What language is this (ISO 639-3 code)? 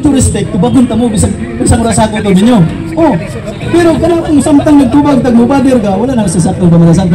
ceb